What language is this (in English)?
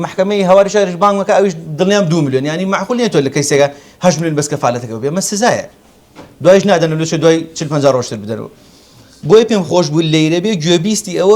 Central Kurdish